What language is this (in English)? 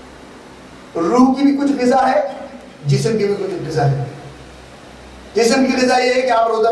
Urdu